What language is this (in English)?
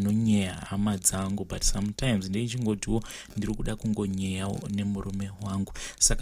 Shona